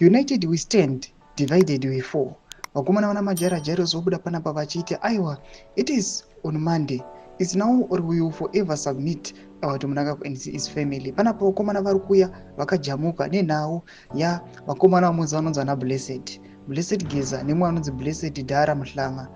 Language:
Shona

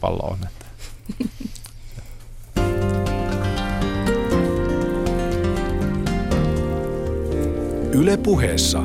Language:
Finnish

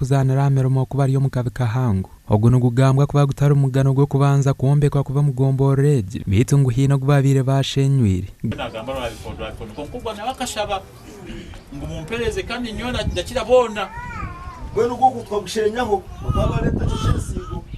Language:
Nyankole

